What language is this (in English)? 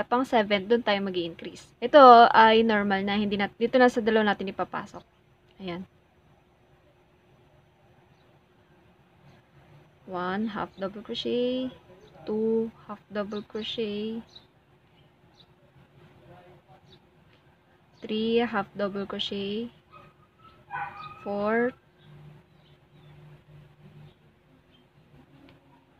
Filipino